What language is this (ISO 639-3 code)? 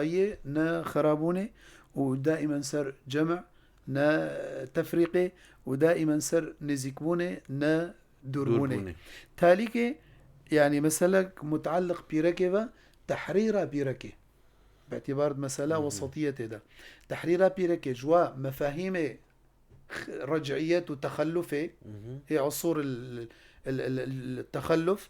kur